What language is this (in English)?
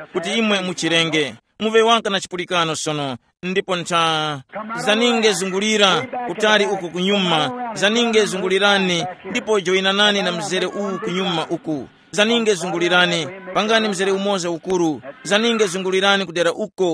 Tumbuka